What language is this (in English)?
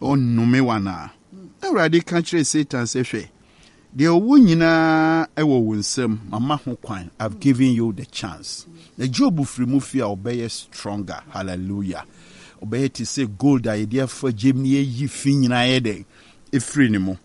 Akan